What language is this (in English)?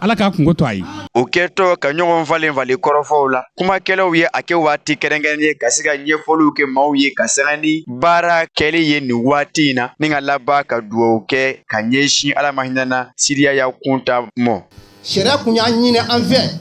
Bambara